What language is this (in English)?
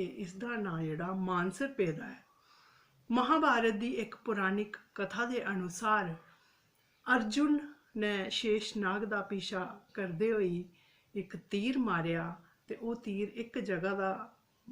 Dogri